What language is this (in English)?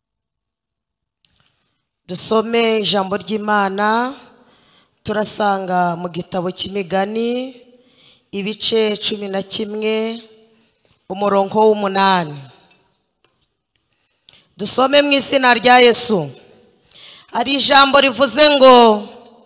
Kinyarwanda